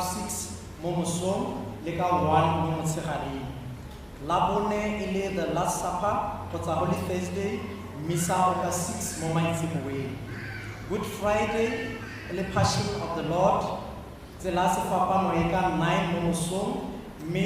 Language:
Tswana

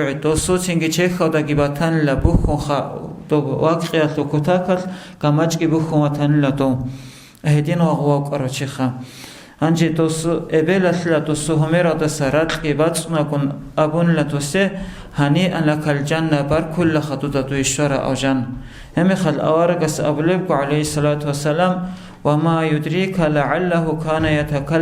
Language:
Avaric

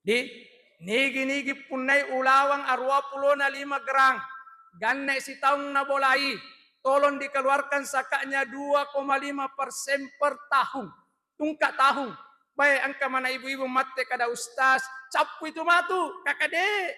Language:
Buginese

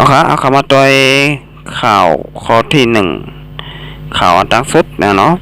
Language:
Shan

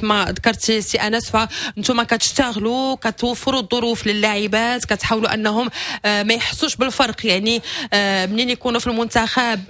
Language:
Moroccan Arabic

